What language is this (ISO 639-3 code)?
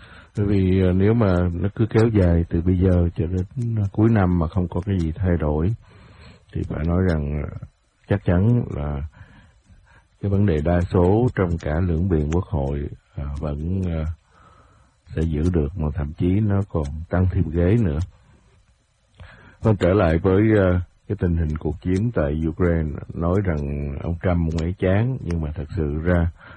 vie